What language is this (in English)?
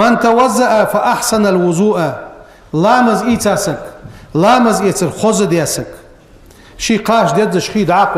Ingush